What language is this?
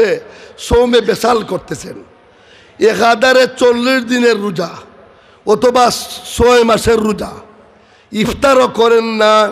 Sylheti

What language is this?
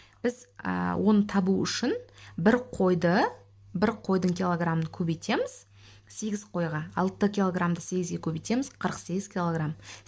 Kazakh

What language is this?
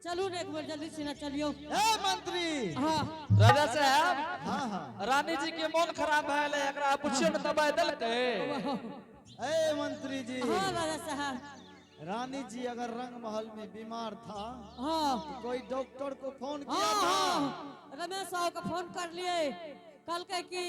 Angika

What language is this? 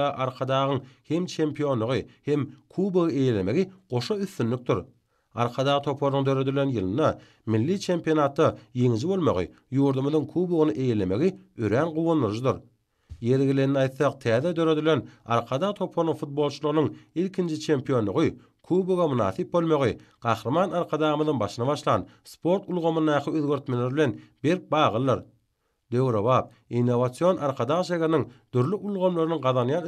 Turkmen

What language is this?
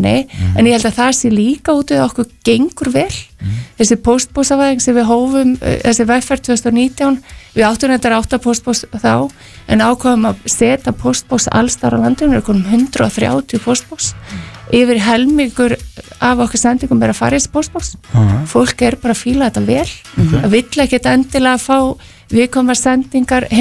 Icelandic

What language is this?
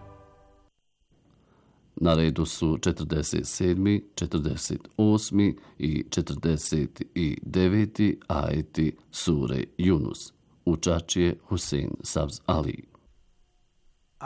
Bosnian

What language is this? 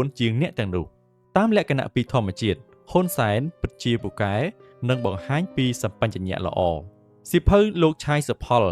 Khmer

